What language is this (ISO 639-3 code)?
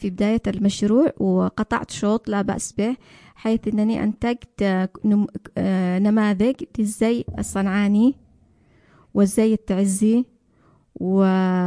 ara